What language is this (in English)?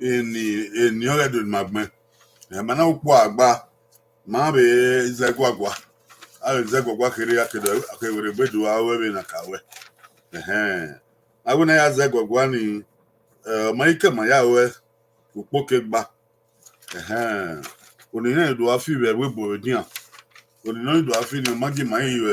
Bini